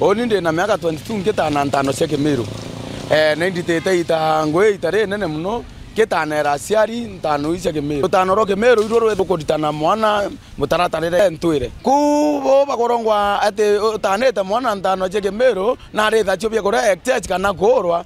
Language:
Meru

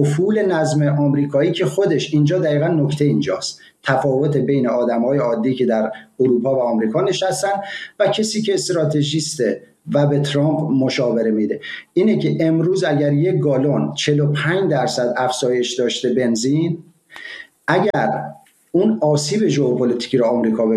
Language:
Persian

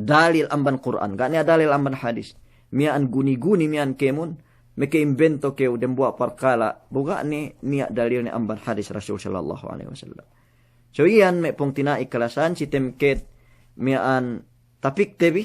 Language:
Yakan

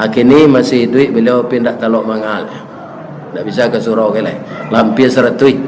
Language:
Minangkabau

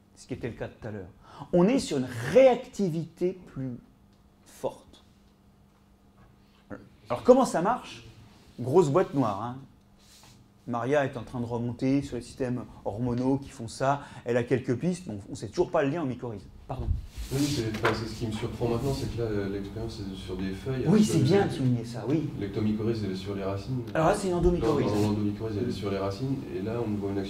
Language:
French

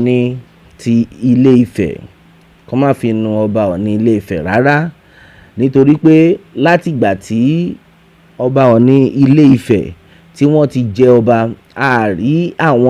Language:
Yoruba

